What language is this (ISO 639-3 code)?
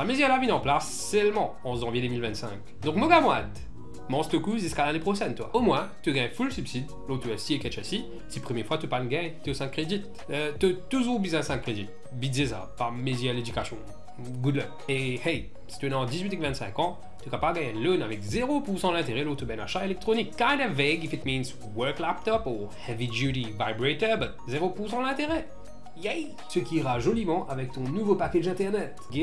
mfe